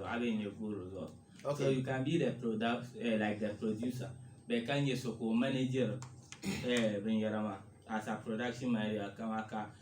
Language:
Dagbani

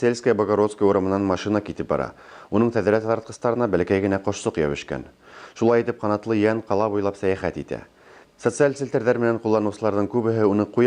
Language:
Bashkir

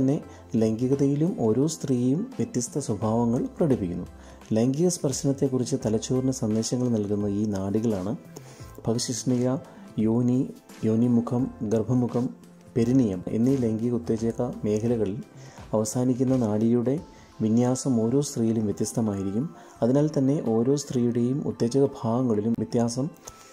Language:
Malayalam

